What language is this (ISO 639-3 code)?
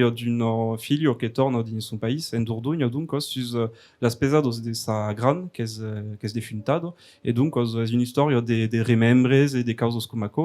oci